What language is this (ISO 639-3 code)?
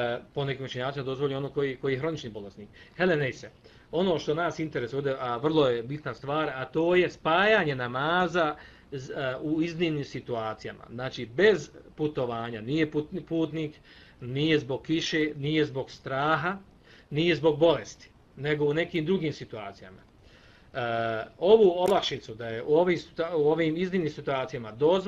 bos